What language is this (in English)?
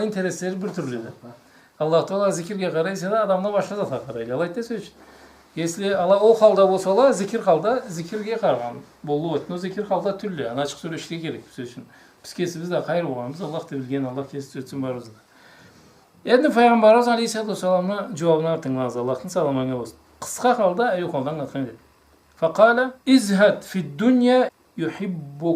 Karachay-Balkar